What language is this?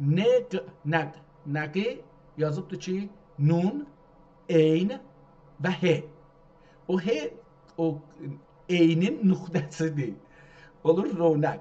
South Azerbaijani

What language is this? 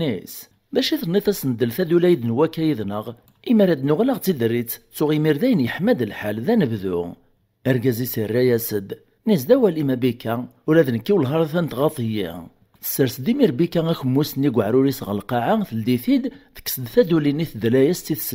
Kabyle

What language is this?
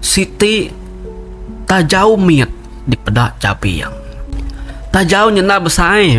Iban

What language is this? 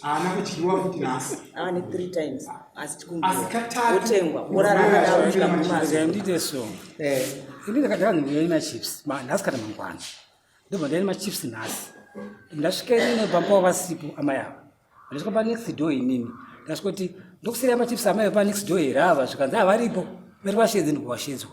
Shona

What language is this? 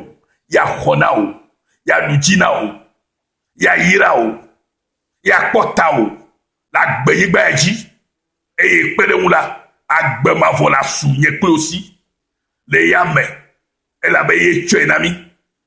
Ewe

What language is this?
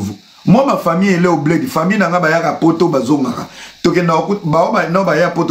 Lingala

